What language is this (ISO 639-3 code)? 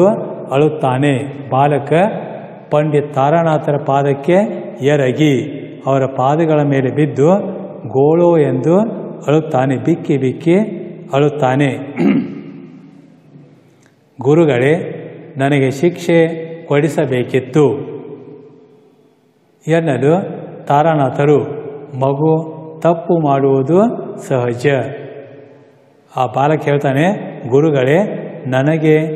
kan